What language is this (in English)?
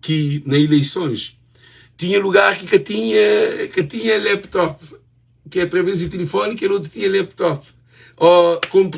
Kabuverdianu